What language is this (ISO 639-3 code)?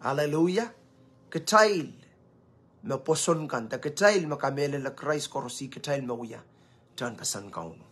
pon